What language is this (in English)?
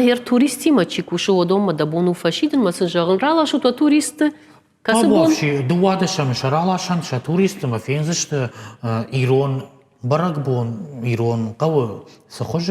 Ossetic